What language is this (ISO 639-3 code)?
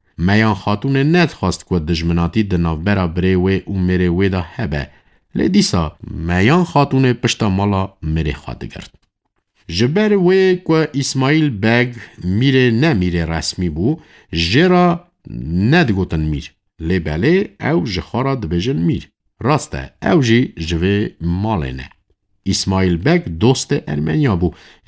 kur